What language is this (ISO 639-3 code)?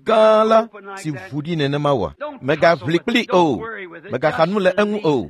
ewe